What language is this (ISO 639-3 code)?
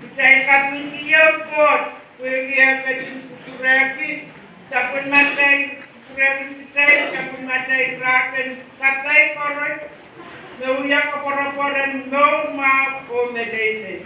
pon